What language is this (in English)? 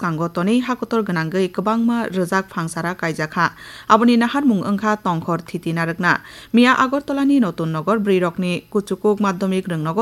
Kok Borok